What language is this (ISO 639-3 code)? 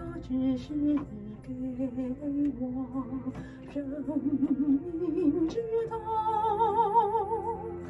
zho